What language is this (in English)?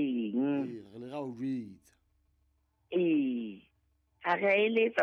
Southern Sotho